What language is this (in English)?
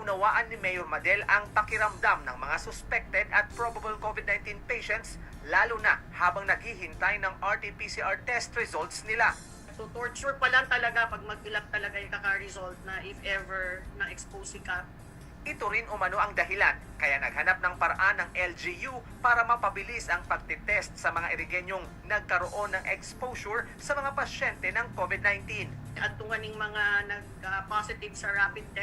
Bikol